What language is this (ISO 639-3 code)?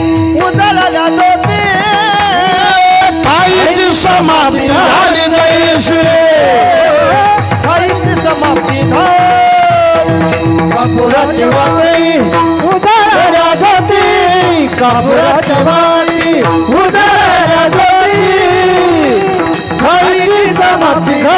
mar